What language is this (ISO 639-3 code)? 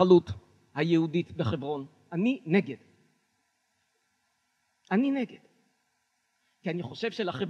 heb